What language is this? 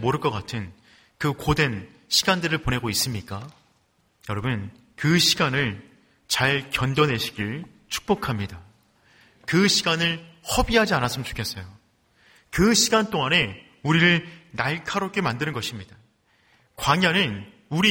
Korean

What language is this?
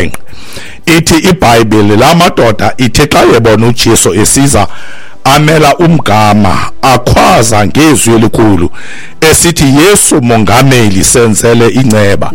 Xhosa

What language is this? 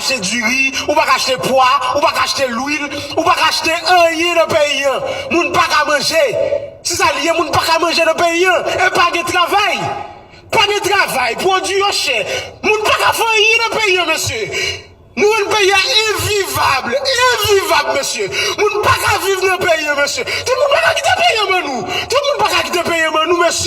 Haitian Creole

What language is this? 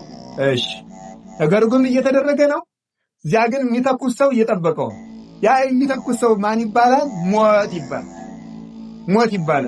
Amharic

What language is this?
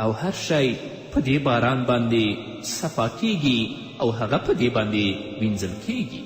Pashto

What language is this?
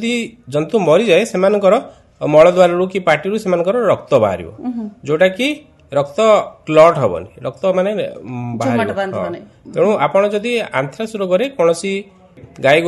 Odia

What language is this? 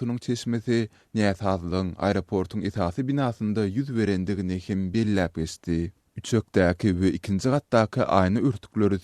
Turkmen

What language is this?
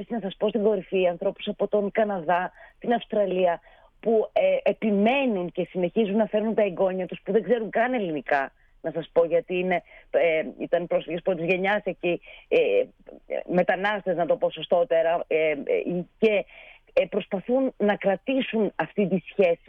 Greek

